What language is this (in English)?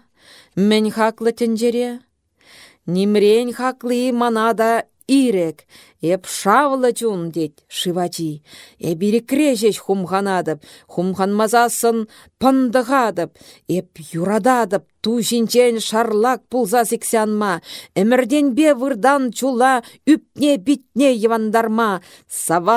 Chuvash